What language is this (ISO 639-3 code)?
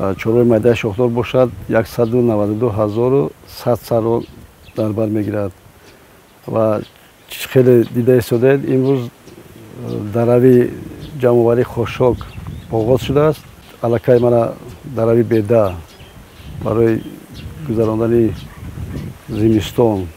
tgk